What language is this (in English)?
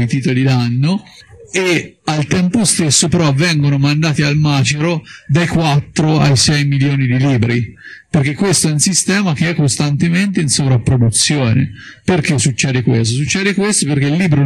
Italian